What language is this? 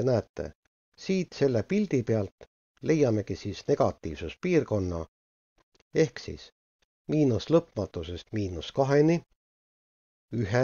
Estonian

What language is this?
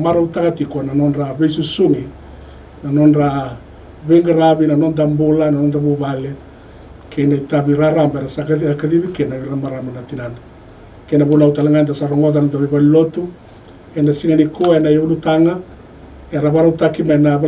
Fijian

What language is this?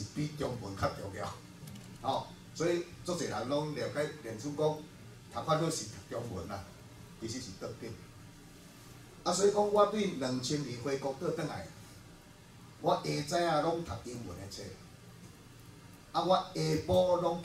Min Nan Chinese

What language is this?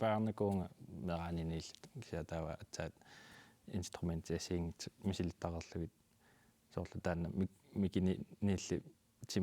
Kalaallisut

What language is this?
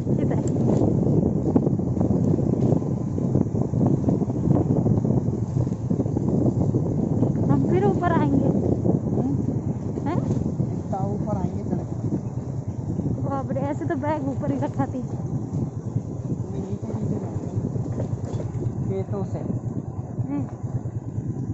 Hindi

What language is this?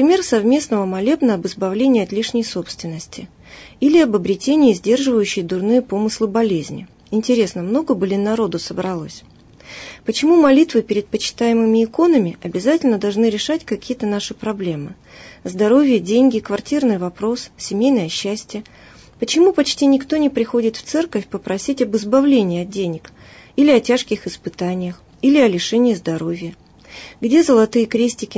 Russian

